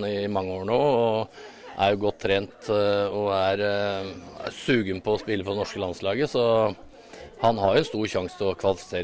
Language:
Norwegian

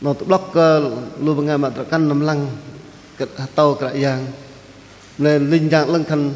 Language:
Bahnar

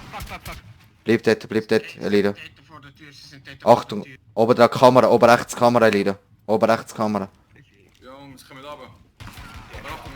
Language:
Swiss German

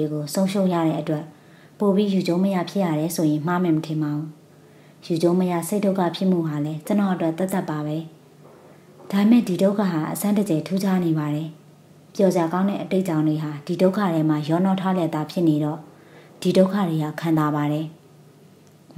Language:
Burmese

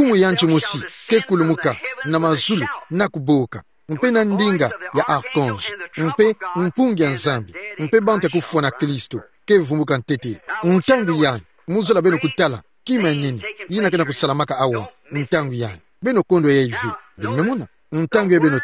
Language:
Kituba (Democratic Republic of Congo)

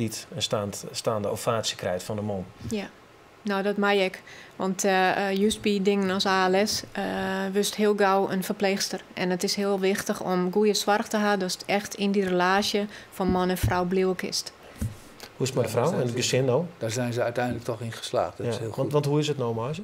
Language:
Western Frisian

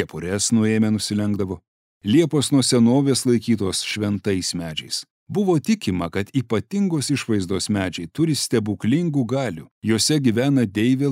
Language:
Lithuanian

